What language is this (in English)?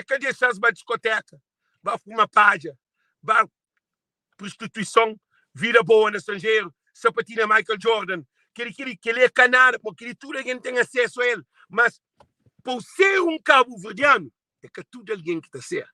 Kabuverdianu